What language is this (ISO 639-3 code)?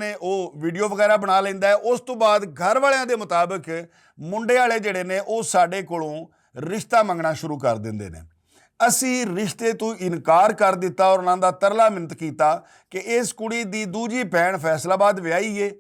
lah